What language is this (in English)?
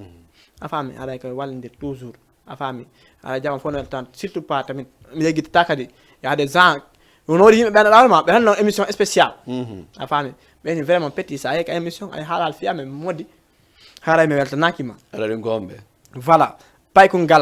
Fula